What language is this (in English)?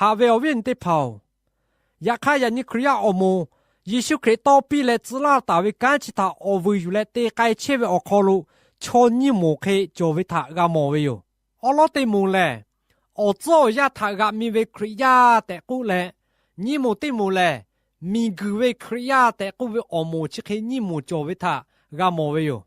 Lahu